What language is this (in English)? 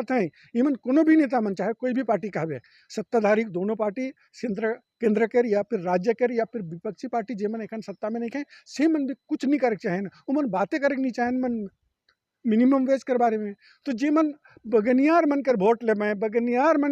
Sadri